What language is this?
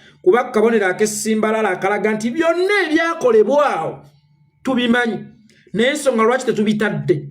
Ganda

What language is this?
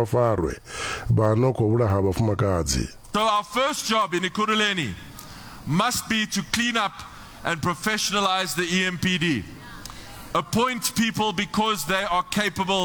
Venda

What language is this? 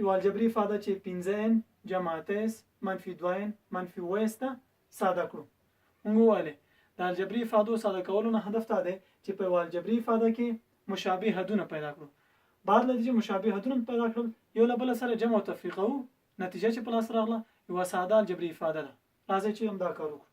Pashto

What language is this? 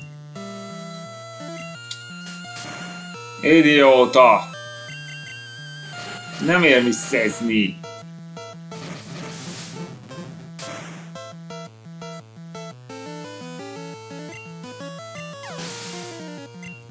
Hungarian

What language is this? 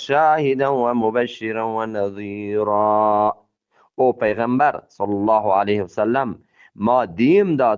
Eastern Balochi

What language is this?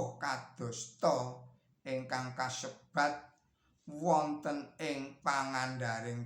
Javanese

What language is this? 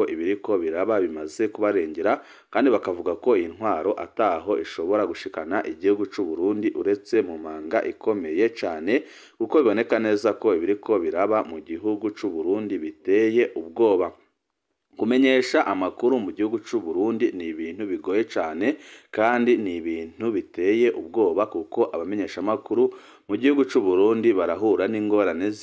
Rundi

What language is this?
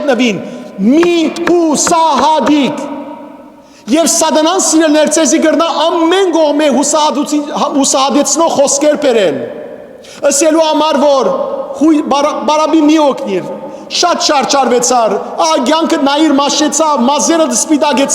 Western Armenian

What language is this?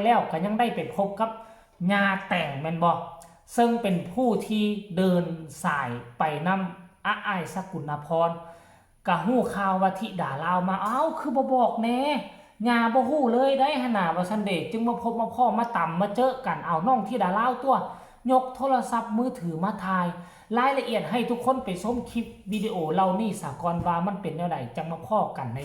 Northeastern Thai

